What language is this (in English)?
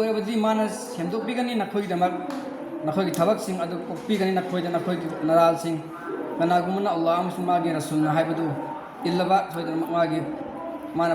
Manipuri